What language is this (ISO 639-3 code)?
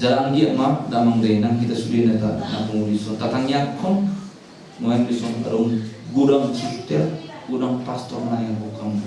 bbc